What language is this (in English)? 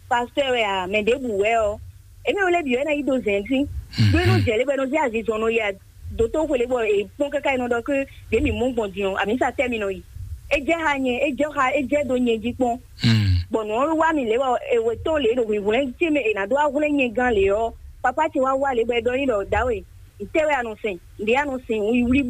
Fon